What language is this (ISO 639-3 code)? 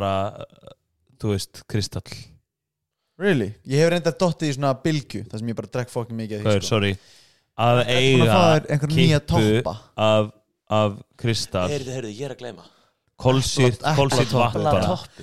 isl